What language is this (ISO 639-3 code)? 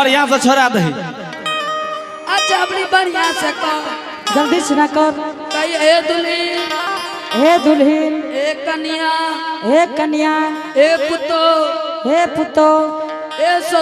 anp